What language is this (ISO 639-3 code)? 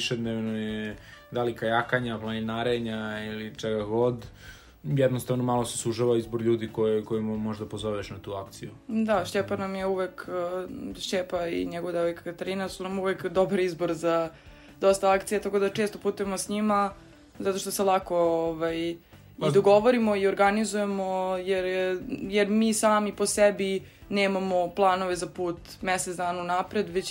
srp